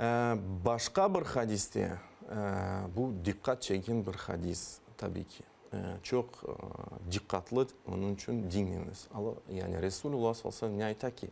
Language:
Crimean Tatar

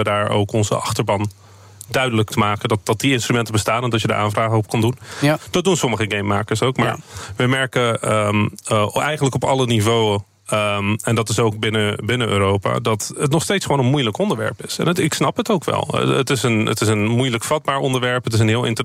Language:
Dutch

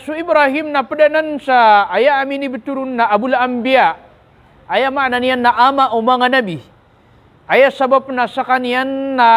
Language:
Maranao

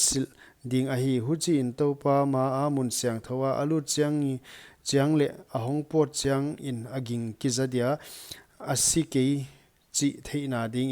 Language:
Paite Chin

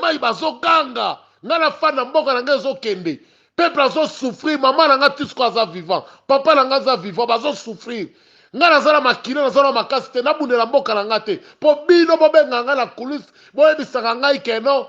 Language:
Lingala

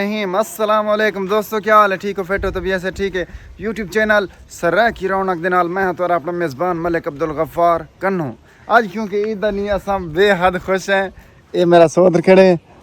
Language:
Saraiki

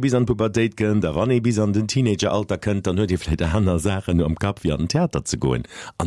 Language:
Luxembourgish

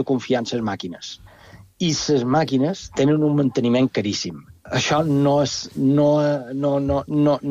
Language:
Catalan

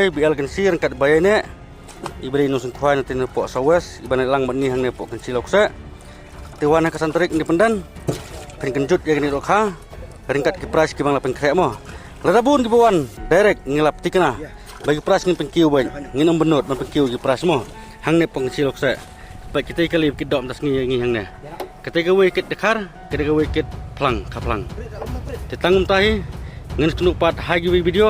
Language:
Khasi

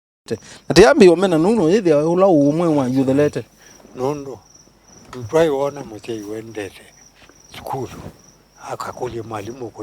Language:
Kamba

